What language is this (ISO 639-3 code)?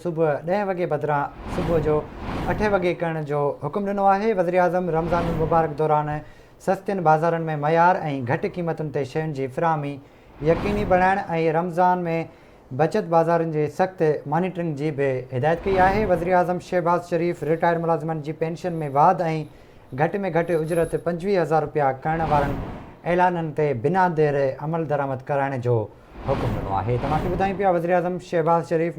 snd